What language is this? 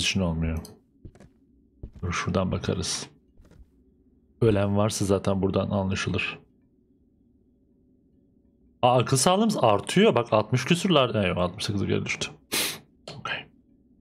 Turkish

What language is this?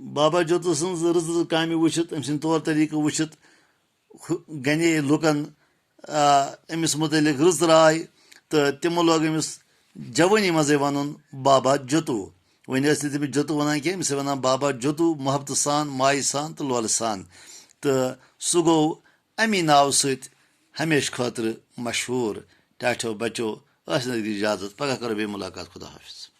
Kashmiri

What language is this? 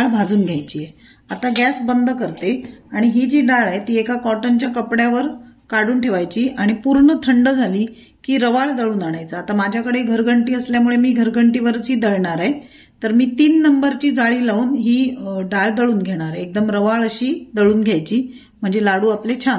Marathi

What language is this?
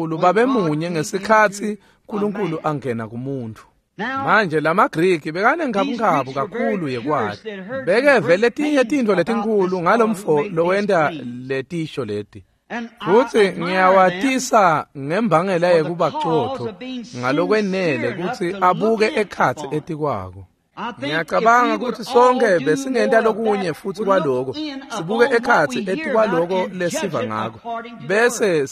Swati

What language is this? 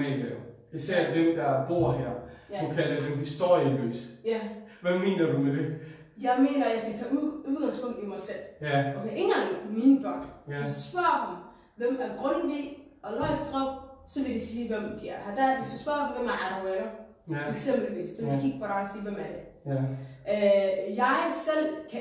Danish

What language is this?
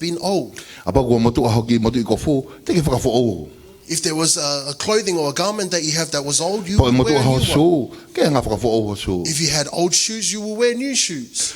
Tongan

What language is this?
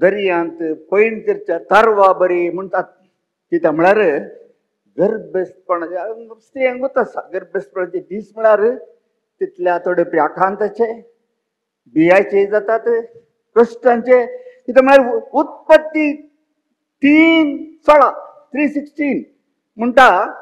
Konkani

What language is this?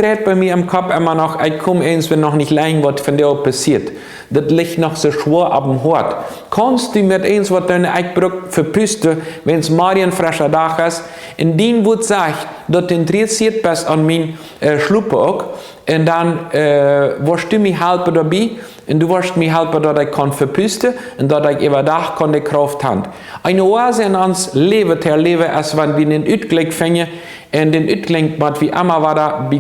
Plautdietsch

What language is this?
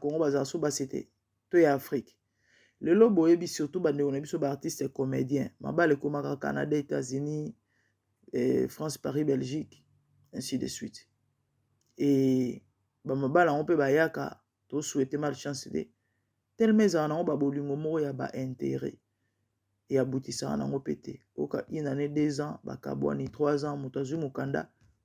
Lingala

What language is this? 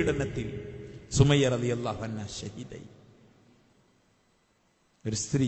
Malayalam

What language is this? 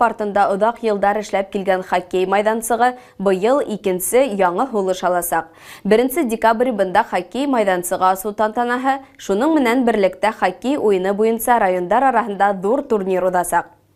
Bashkir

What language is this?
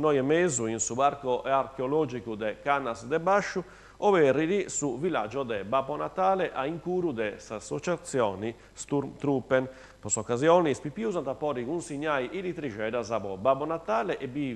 Sardinian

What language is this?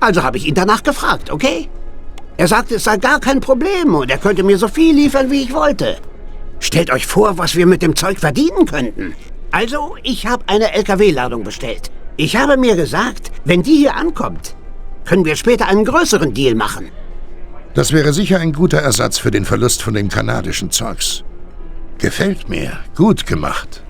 Bavarian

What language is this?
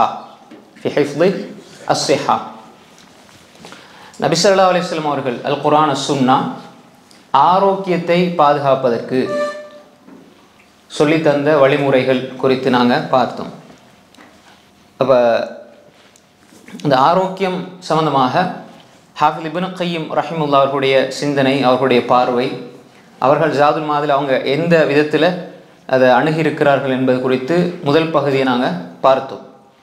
Tamil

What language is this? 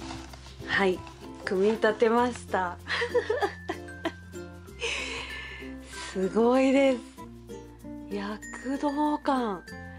Japanese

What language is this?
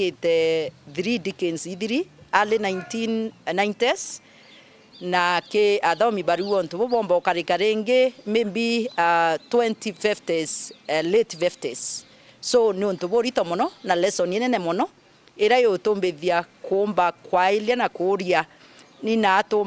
Meru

